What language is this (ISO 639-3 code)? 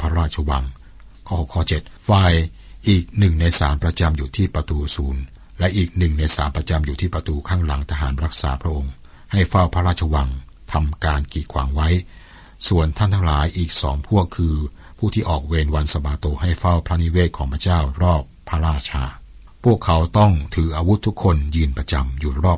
tha